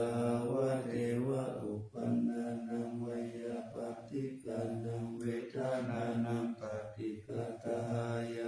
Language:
Pali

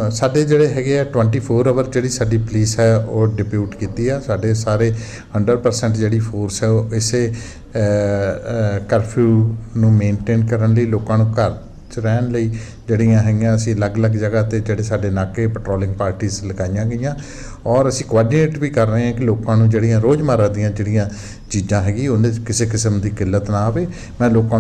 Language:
Punjabi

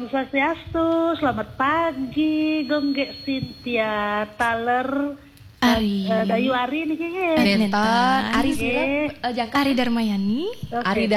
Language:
Balinese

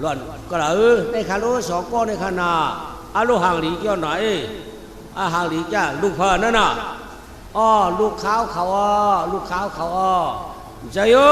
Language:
Shan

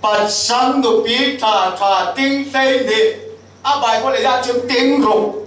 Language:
Falam Chin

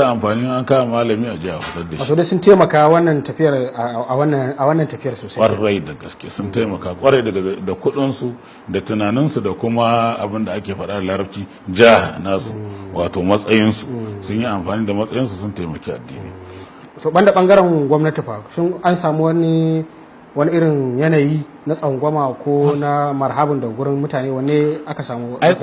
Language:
Hausa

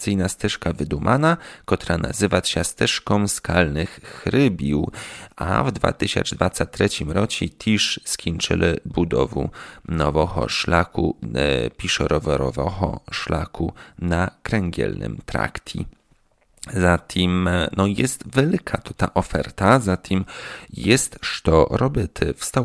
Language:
Polish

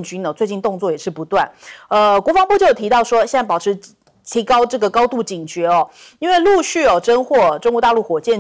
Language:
Chinese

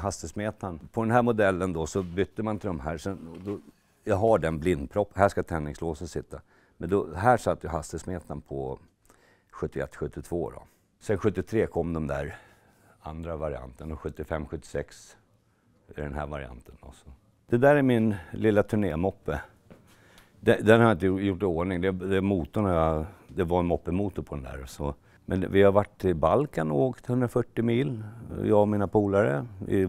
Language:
Swedish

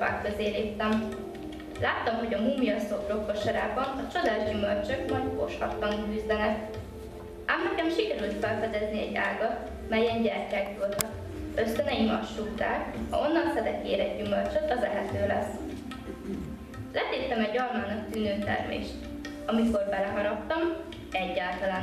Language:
Hungarian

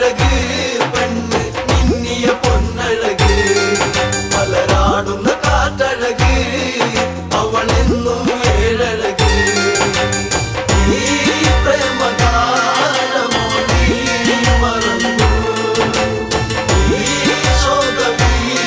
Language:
Malayalam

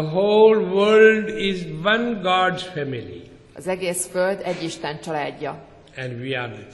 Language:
Hungarian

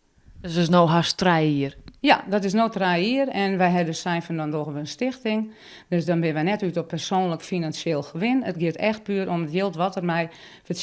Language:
Western Frisian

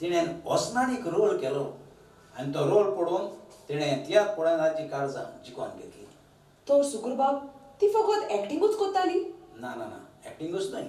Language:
Konkani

